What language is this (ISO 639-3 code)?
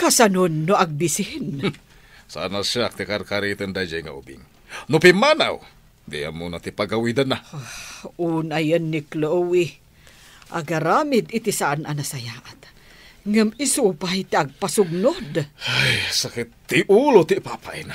ilo